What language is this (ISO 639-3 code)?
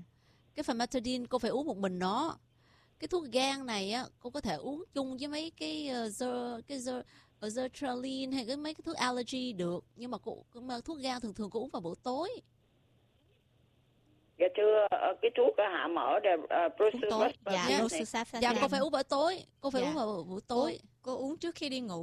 vie